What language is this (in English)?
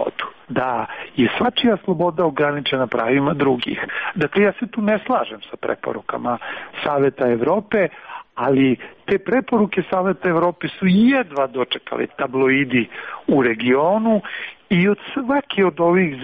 Serbian